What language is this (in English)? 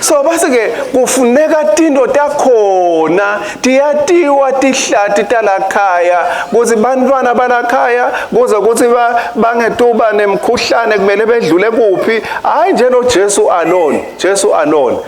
Swati